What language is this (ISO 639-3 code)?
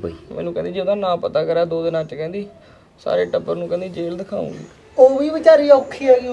pan